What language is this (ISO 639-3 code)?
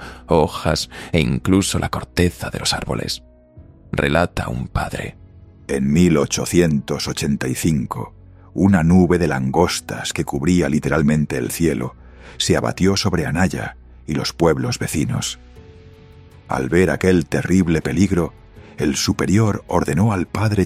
spa